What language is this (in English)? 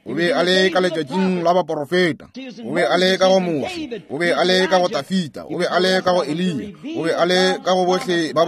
Northern Sotho